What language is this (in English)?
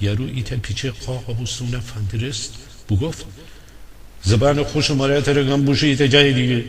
Gilaki